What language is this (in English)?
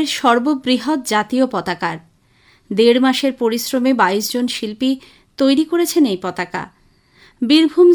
Bangla